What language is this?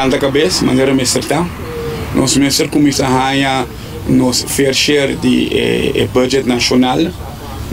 Papiamento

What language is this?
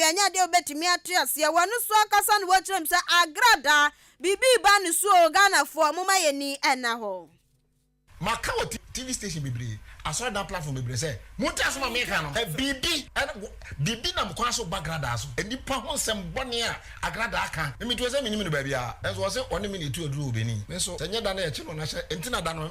Akan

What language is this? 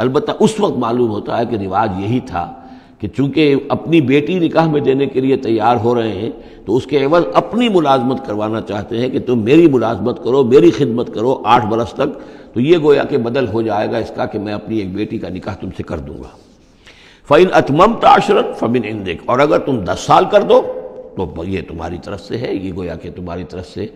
Urdu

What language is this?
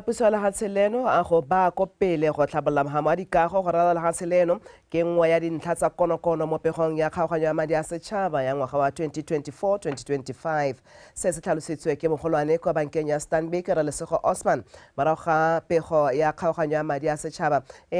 Tswana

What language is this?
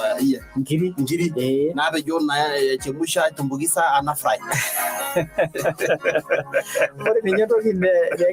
Masai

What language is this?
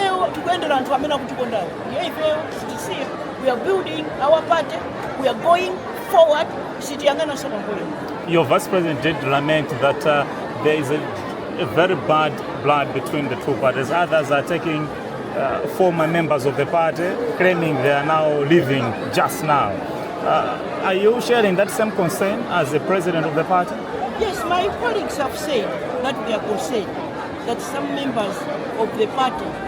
Nyanja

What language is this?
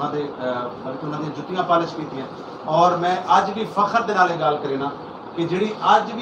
Saraiki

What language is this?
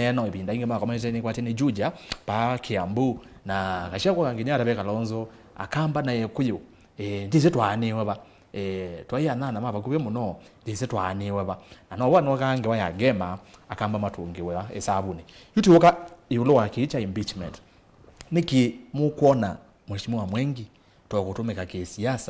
Kamba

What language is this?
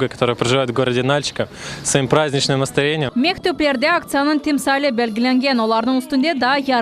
Crimean Tatar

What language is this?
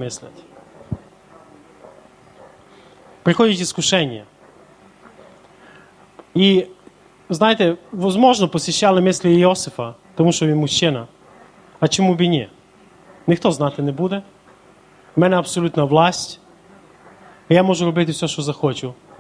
Ukrainian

